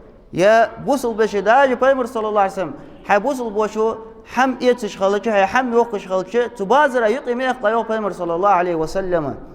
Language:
Ingush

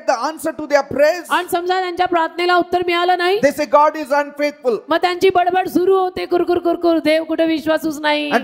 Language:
Marathi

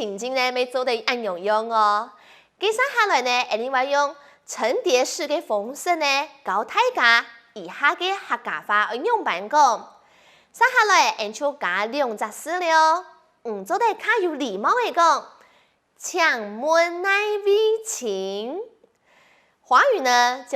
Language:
Hakka Chinese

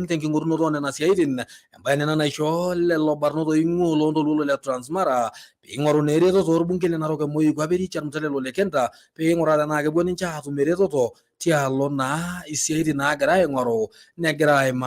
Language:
Masai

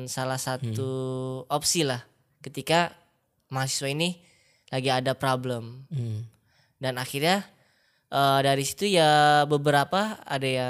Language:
Indonesian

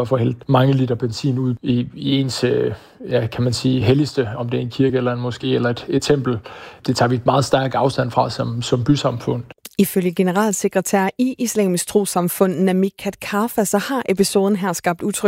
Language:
Danish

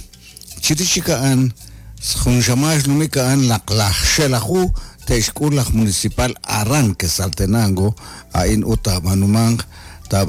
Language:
Kekchí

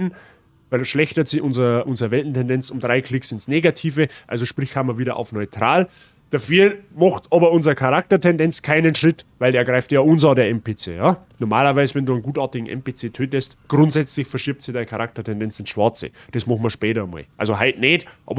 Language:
Bavarian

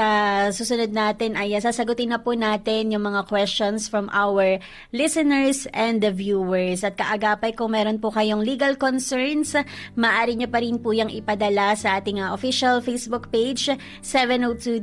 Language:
Filipino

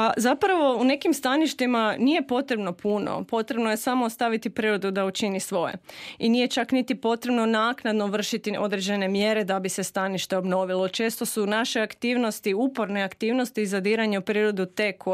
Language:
Croatian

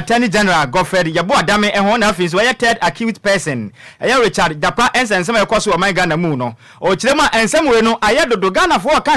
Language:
Akan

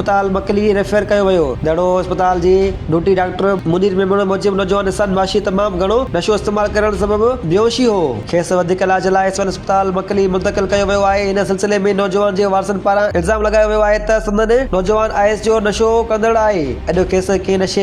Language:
Sindhi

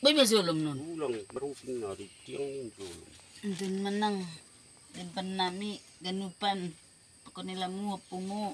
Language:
Batak Simalungun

